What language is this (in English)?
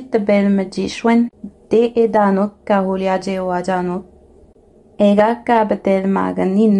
Innu-aimun